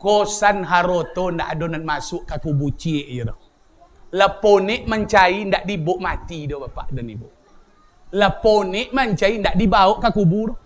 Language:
Minangkabau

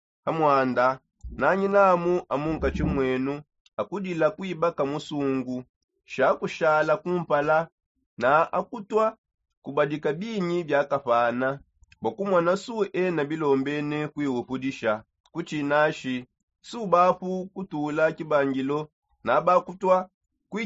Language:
Songe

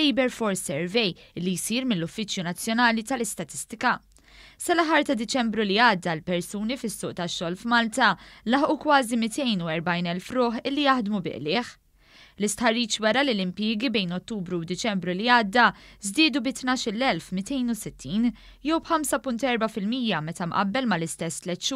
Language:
Maltese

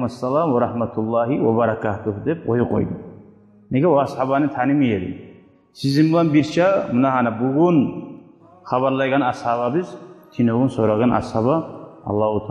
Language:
Kumyk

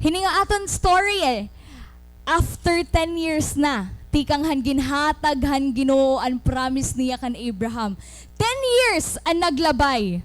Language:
Waray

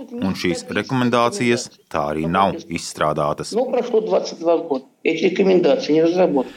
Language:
Latvian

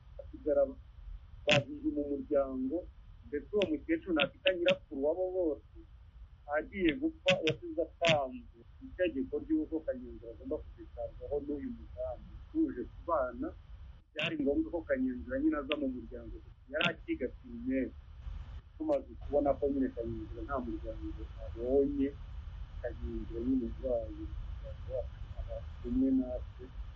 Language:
Kinyarwanda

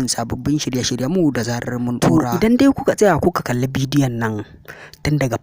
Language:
Hausa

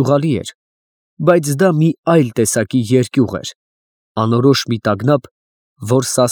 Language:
Armenian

